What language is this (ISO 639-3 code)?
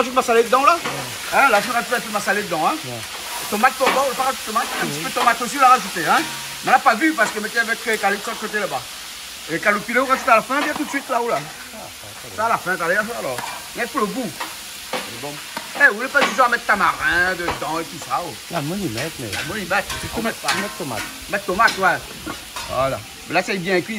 rcf